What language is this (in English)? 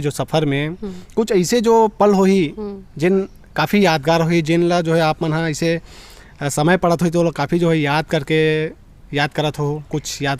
Chhattisgarhi